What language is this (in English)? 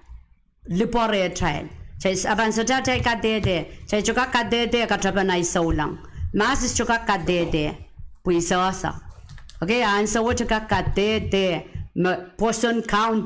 Pohnpeian